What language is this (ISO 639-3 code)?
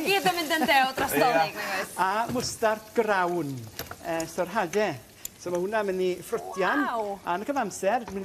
cym